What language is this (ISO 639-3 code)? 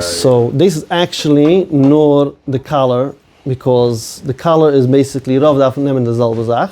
yid